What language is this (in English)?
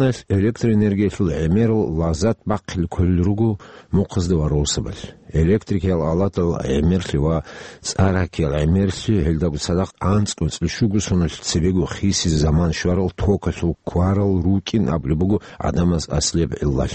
Avaric